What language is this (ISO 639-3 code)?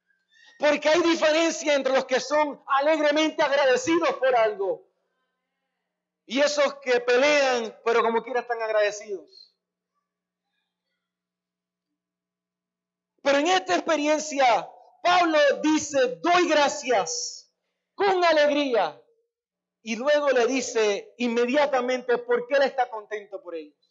spa